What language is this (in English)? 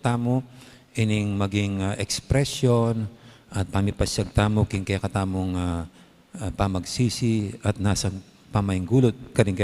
Pampanga